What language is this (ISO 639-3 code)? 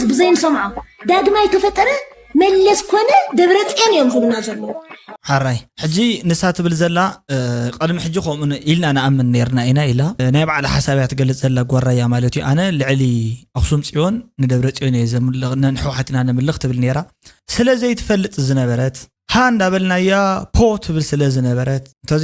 tir